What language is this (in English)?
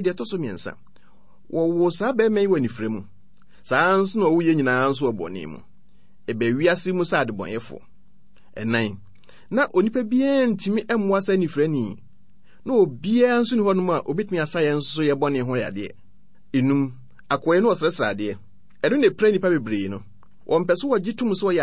Akan